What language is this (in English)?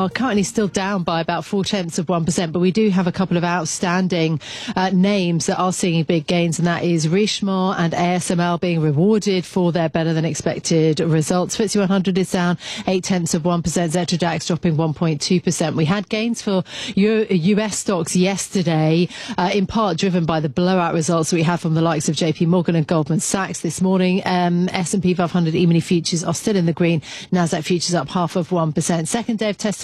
English